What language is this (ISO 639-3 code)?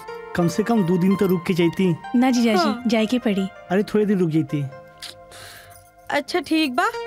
bho